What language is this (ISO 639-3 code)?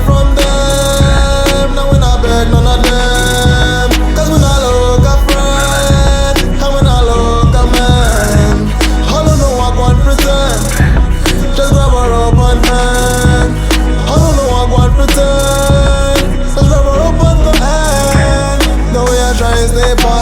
jam